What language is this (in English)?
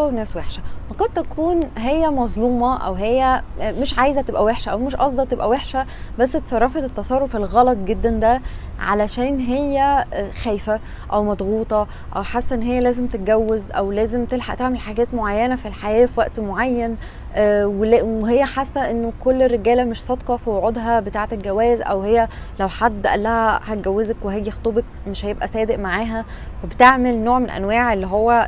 Egyptian Arabic